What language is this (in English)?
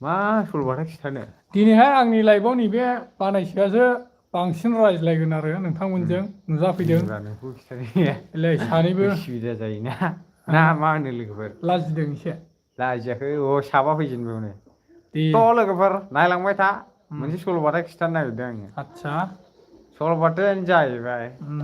Bodo